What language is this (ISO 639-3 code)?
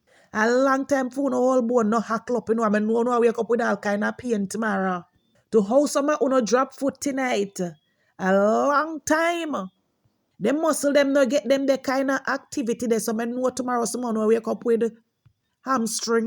jam